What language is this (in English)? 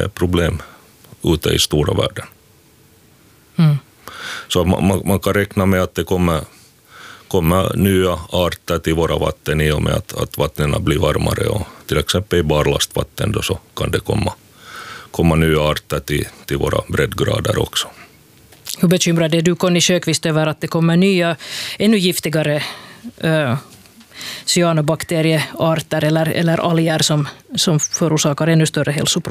Swedish